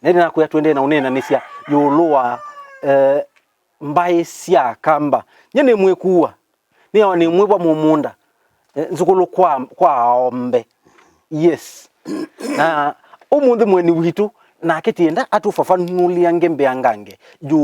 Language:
Kamba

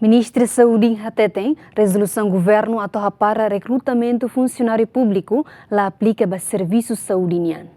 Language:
Tetum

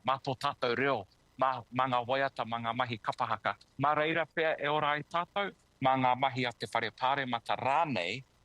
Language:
Māori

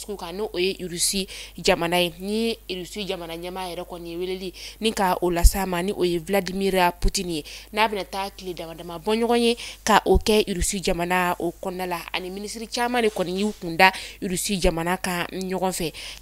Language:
Bambara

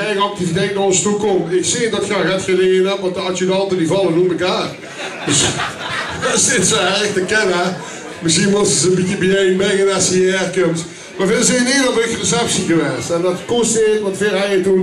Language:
Limburgish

